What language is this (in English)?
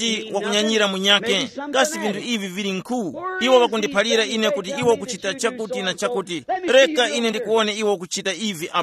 Tumbuka